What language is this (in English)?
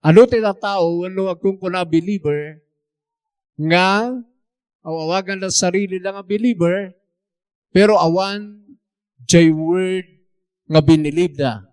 Iloko